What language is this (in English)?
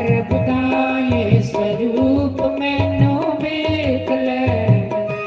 Dogri